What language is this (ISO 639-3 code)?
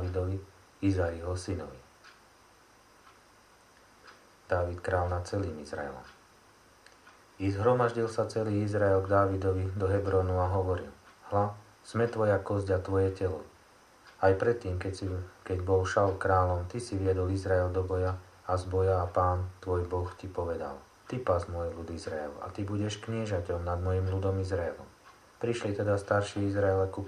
slk